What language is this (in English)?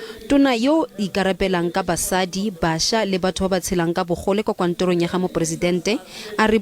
Tswana